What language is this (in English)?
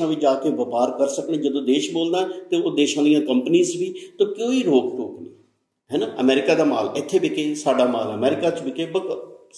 Punjabi